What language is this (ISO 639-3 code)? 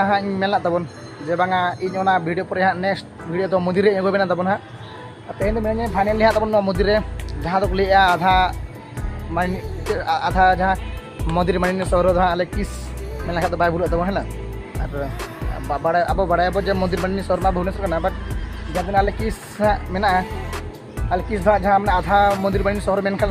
sat